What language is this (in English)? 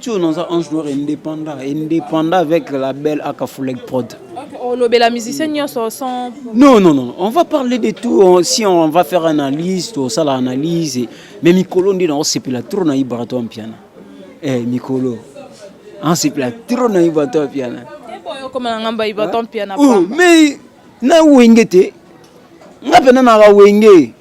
Lingala